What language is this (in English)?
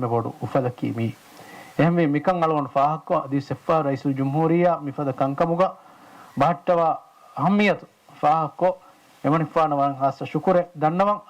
Divehi